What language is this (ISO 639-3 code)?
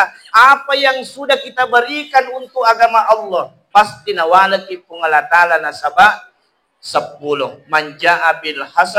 bug